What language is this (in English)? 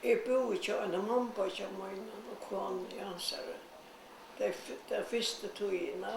Faroese